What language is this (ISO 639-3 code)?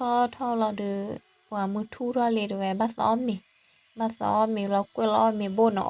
ksw